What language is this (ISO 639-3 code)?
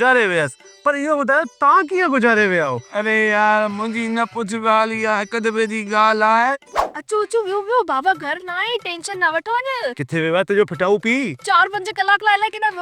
snd